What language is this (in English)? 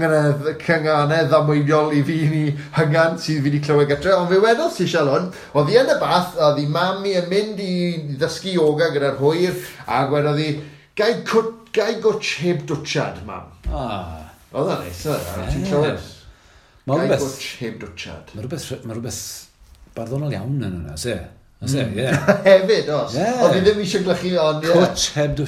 Welsh